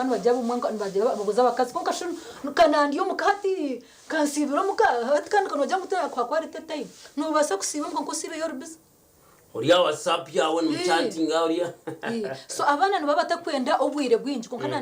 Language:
Nyankole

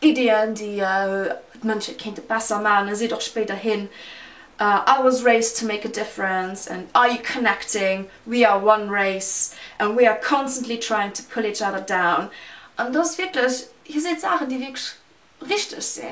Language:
Luxembourgish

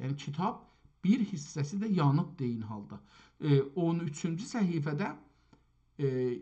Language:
South Azerbaijani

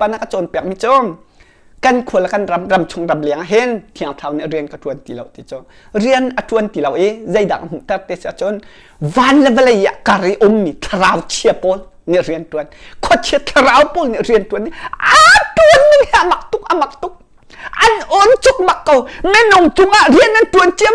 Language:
Hakha Chin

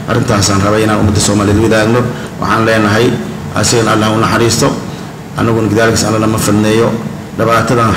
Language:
Somali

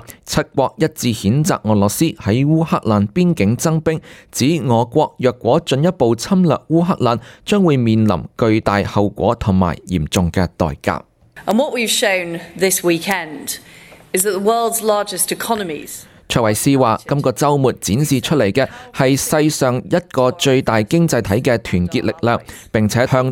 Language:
Cantonese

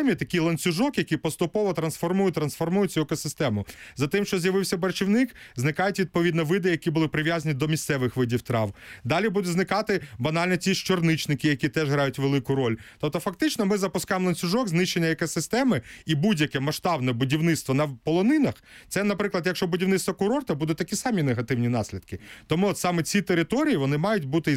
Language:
Ukrainian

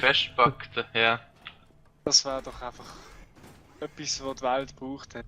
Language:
Swiss German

